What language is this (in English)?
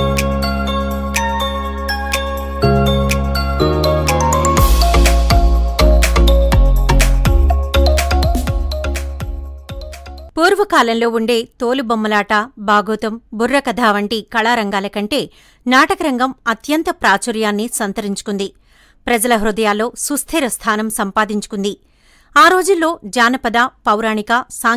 Telugu